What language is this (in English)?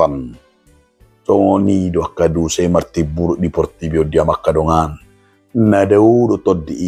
Batak Toba